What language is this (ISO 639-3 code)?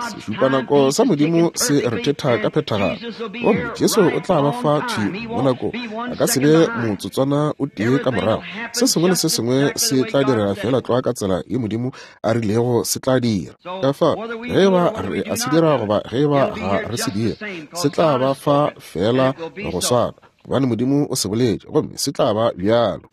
nso